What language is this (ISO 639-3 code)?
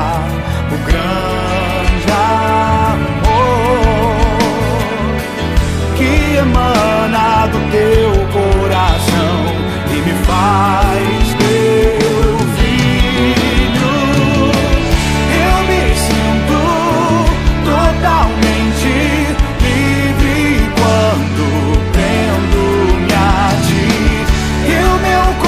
por